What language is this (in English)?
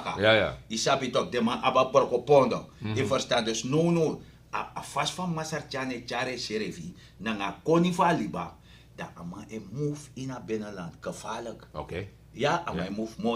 Sranan Tongo